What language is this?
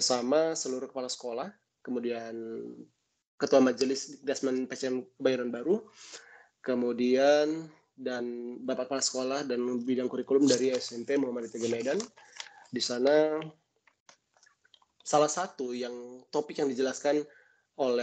Indonesian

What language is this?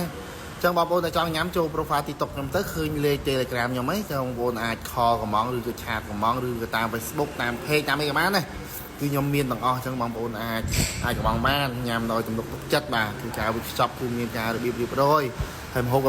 Khmer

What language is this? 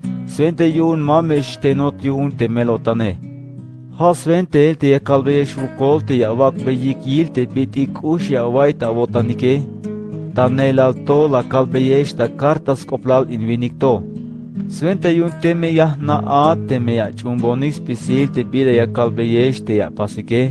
Tzeltal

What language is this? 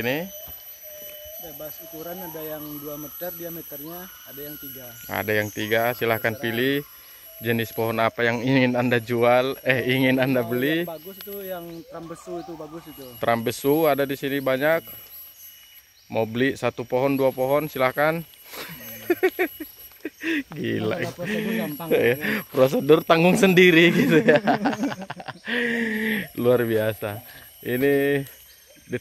Indonesian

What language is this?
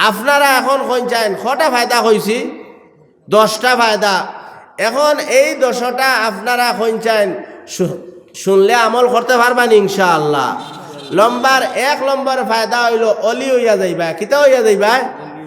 Sylheti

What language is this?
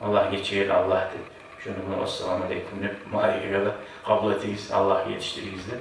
Kumyk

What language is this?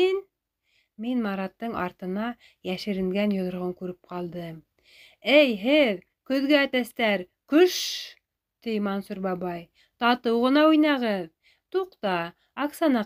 Bashkir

